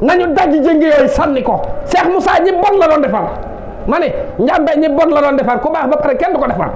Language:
Wolof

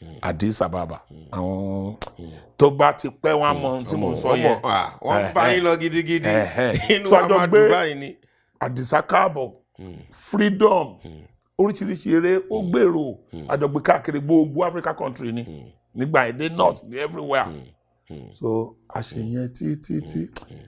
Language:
Yoruba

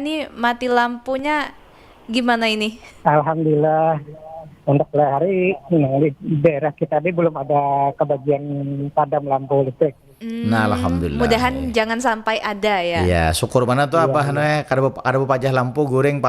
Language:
Banjar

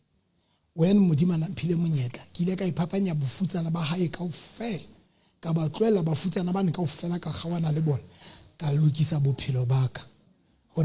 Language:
Southern Sotho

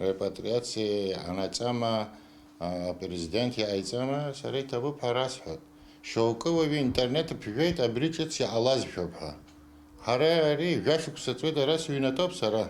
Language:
Abkhazian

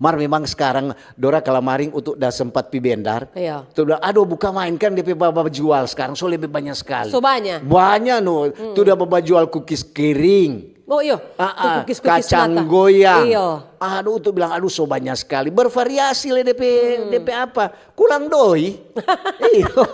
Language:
Manado Malay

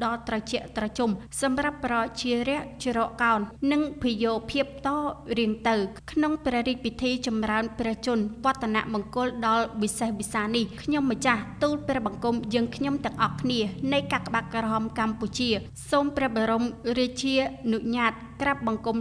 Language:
Khmer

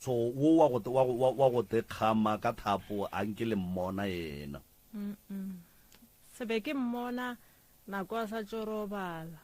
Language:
Northern Sotho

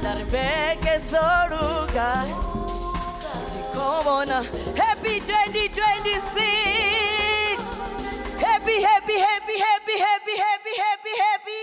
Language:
Venda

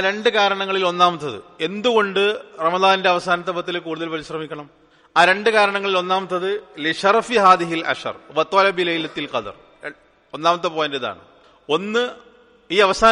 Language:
Malayalam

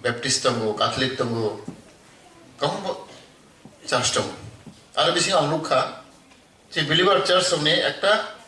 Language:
Kok Borok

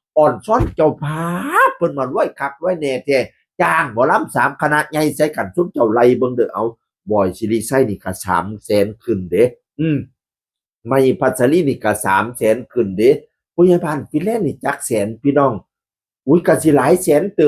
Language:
Northeastern Thai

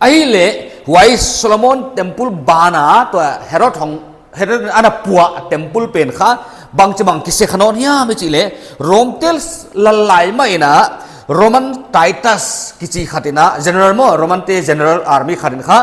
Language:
Paite Chin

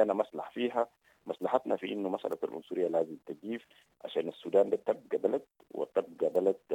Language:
Sudanese Arabic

